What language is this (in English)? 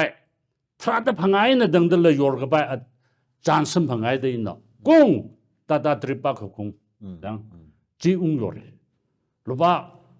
Tangkhul Naga (India)